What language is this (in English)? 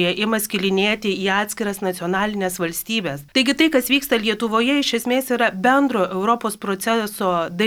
Lithuanian